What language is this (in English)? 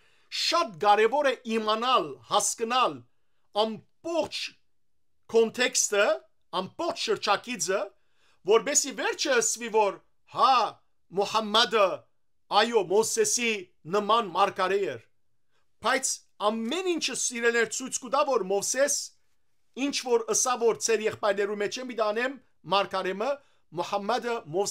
Western Armenian